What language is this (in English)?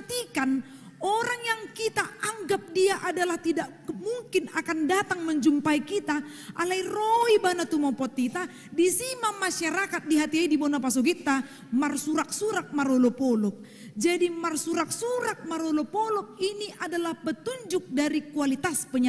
Batak Toba